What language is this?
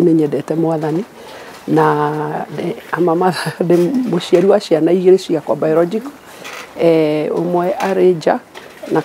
Kikuyu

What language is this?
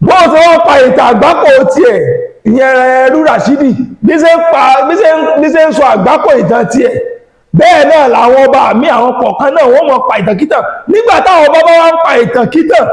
Yoruba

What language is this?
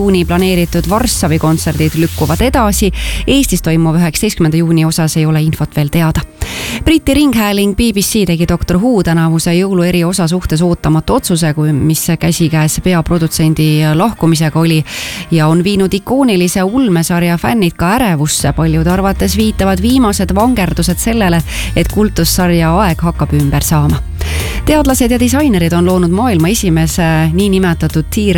Estonian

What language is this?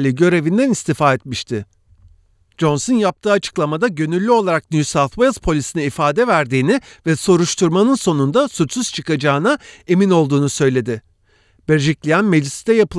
Turkish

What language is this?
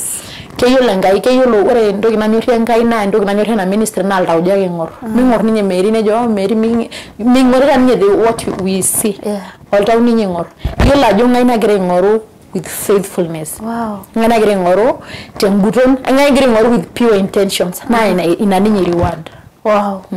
Masai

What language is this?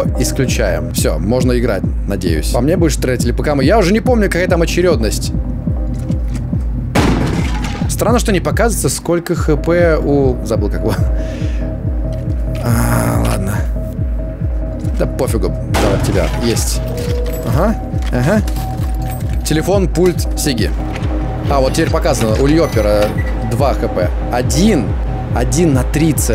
Russian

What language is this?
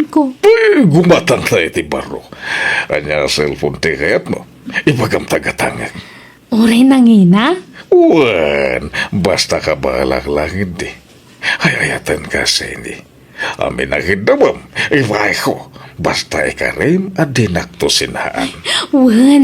Iloko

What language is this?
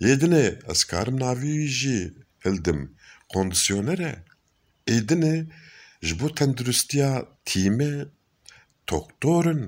Kurdish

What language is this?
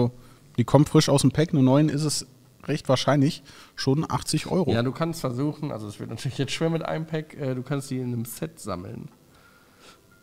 German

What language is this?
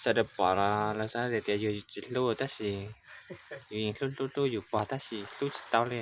Hmong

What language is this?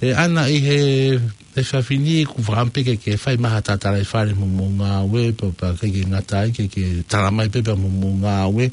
Tongan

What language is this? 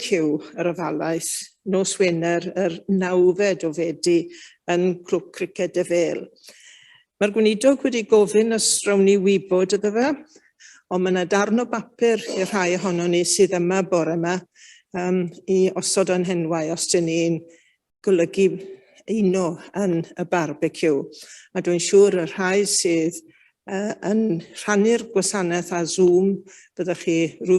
Welsh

